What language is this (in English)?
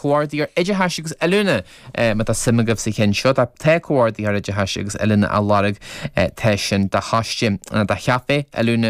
Irish